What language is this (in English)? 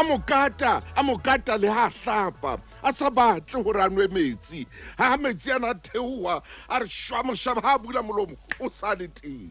Southern Sotho